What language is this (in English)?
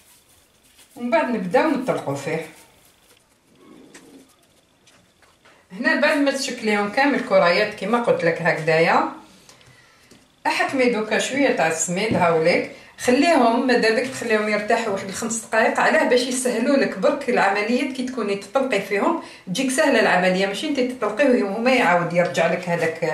Algerian Arabic